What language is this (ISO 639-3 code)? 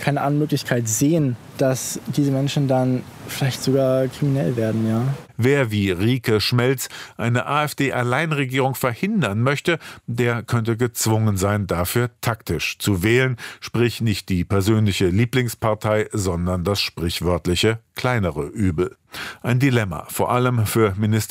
deu